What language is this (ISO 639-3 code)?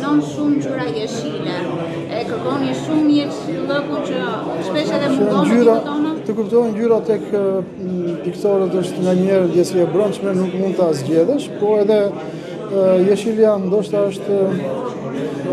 sqi